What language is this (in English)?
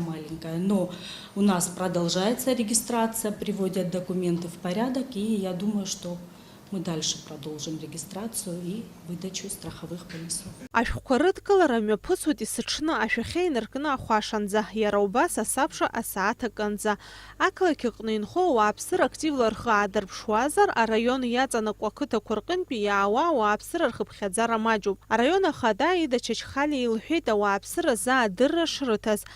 Abkhazian